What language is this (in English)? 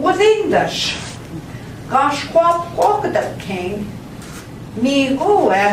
Central Ojibwa